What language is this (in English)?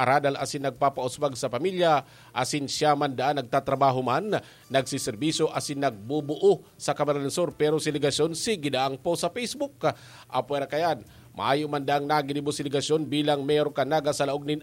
Bikol